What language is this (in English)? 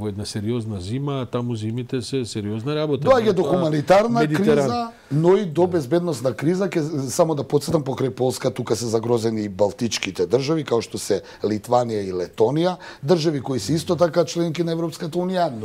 Macedonian